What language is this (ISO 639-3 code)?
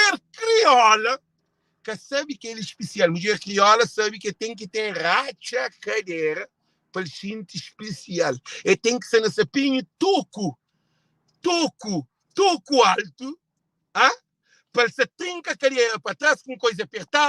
kea